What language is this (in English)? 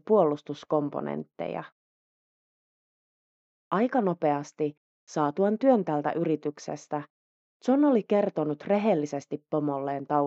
Finnish